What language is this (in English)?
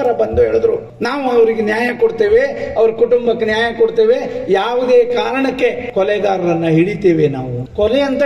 Kannada